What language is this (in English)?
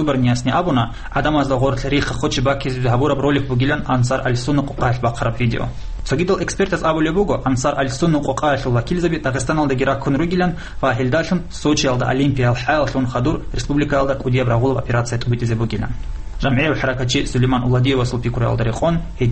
Avaric